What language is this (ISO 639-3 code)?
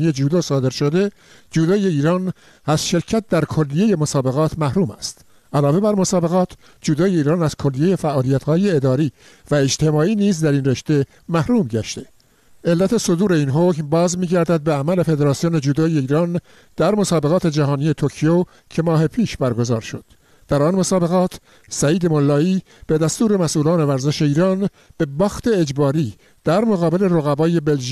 fas